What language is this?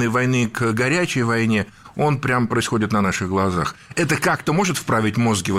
Russian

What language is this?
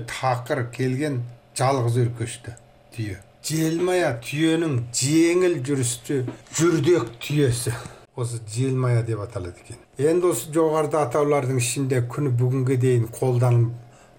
Kazakh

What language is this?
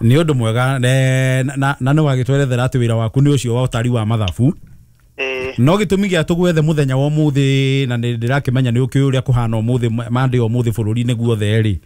Kikuyu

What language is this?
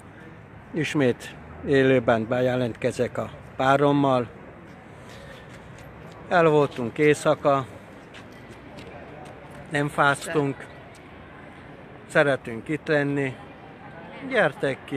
Hungarian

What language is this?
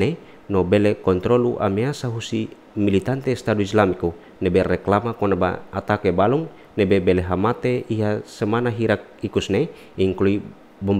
Tetum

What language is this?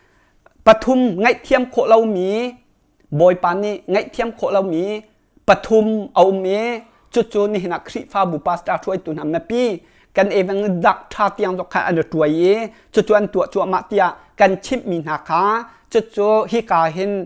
Hakha Chin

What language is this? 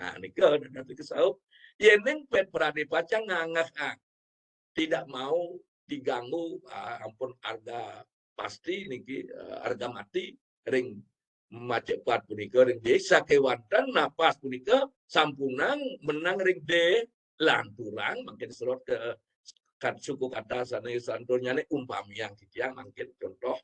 Balinese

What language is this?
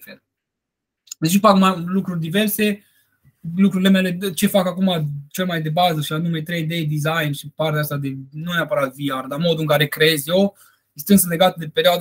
Romanian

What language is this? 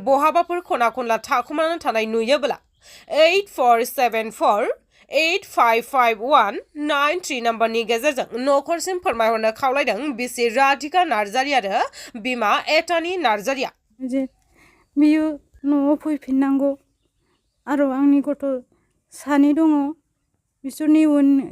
Bodo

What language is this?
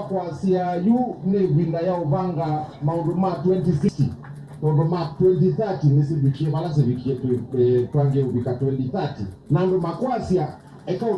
Kamba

